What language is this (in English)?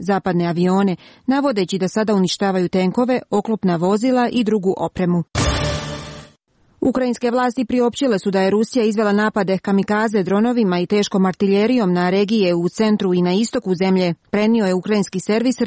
Croatian